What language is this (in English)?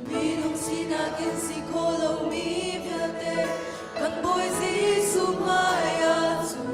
Hakha Chin